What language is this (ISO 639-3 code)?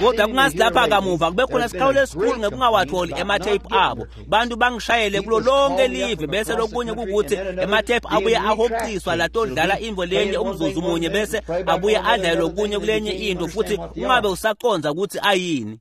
ssw